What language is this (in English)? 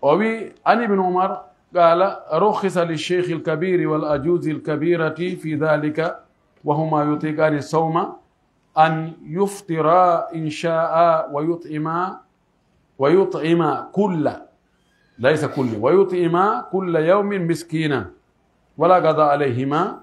Pular